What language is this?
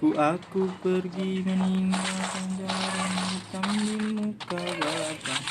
Betawi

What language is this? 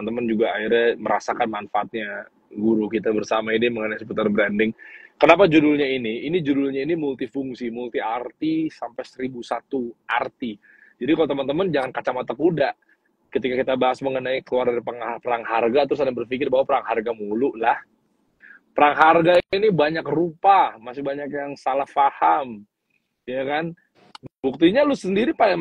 Indonesian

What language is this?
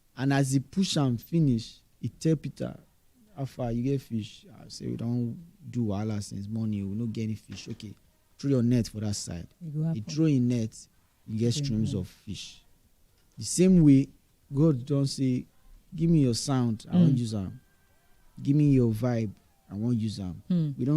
Nigerian Pidgin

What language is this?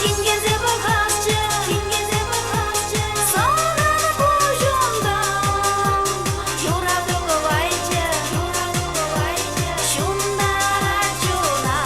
Chuvash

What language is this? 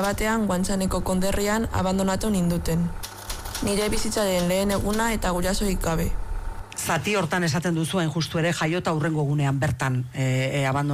Basque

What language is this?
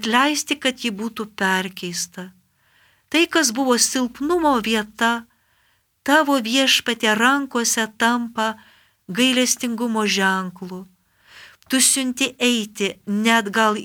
Lithuanian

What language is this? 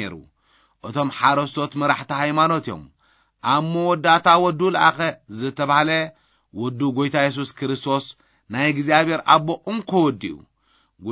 Tigrinya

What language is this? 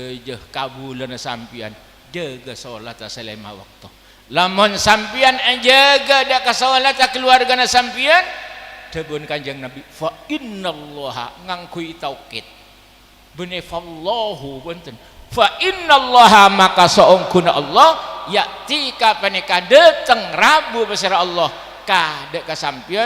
Madurese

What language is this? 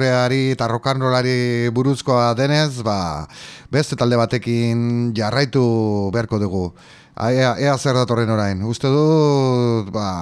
Basque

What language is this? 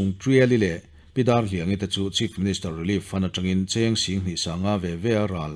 Mizo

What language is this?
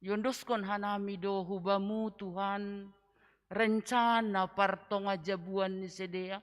Batak Simalungun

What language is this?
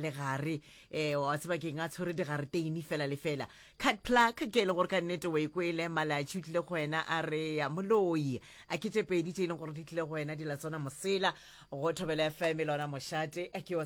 Northern Sotho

